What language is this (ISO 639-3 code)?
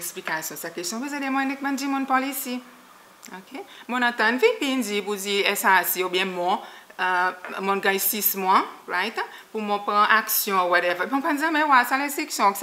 crs